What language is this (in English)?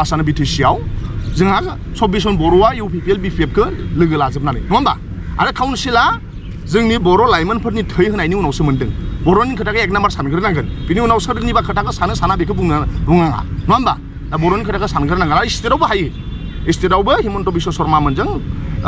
Bodo